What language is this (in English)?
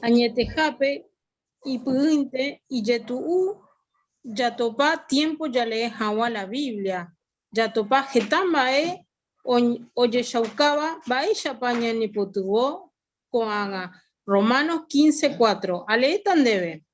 Guarani